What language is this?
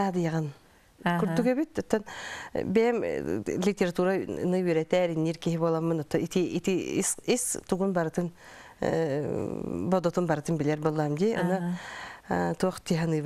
Yakut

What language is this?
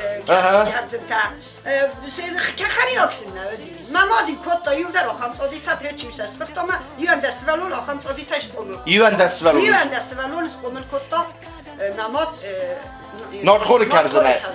Ossetic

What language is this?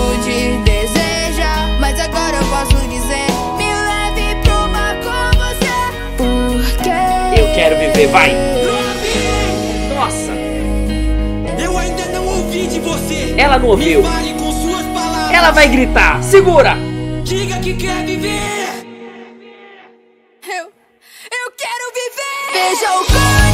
Portuguese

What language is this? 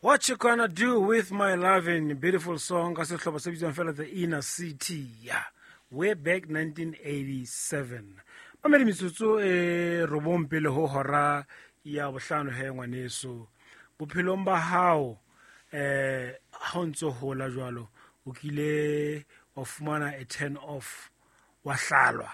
Southern Sotho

